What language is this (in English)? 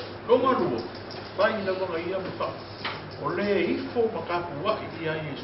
Samoan